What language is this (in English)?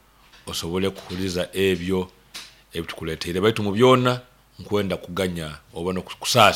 Nyoro